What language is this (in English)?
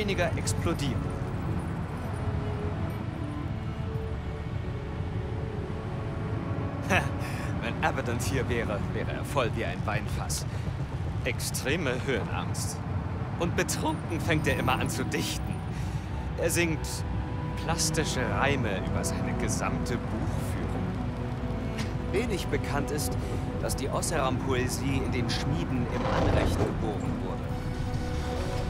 German